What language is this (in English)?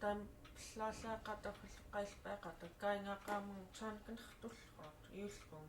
Central Yupik